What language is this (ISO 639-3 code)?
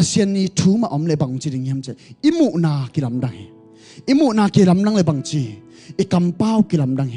ctd